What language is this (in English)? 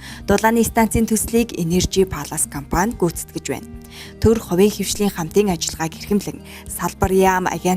Mongolian